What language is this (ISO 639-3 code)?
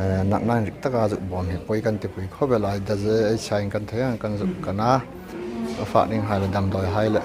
hmr